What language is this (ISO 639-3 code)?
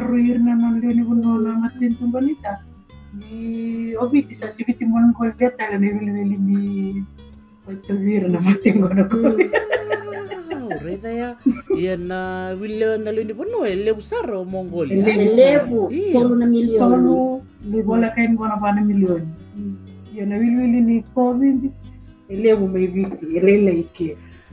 fij